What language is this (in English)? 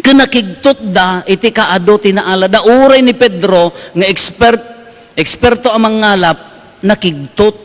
Iloko